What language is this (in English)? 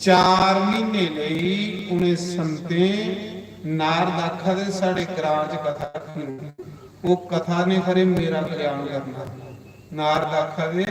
Dogri